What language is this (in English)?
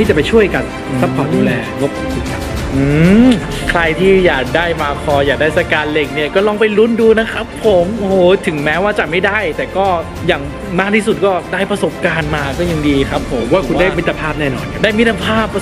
Thai